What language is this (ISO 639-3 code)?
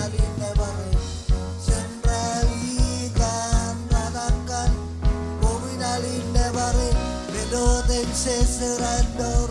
mah